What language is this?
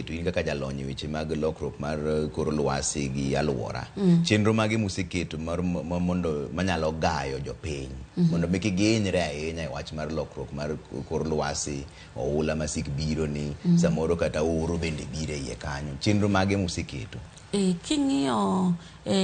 Luo (Kenya and Tanzania)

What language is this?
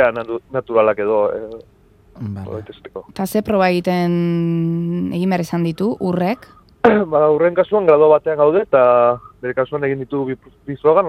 Basque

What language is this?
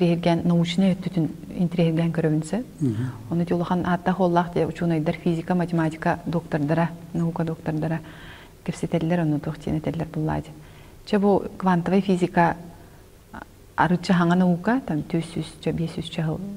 Yakut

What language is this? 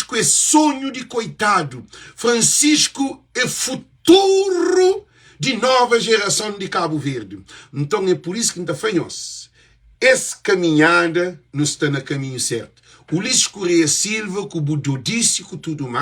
Kabuverdianu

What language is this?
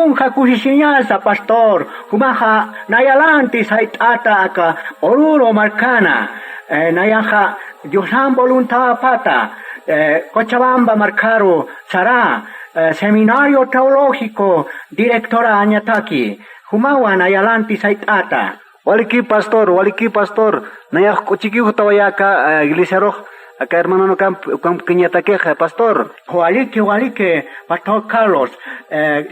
Aymara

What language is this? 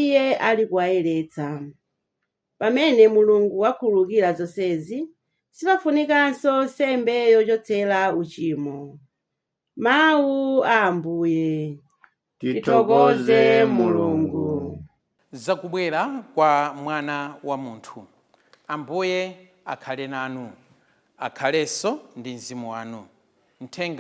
Nyanja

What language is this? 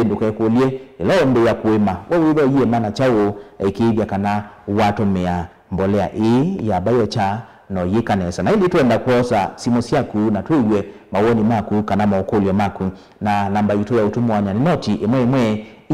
Kamba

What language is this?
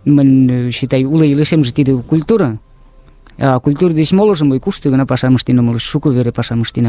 Mari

